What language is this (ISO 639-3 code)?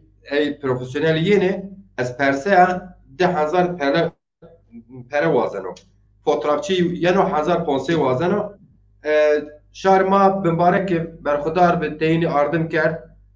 zza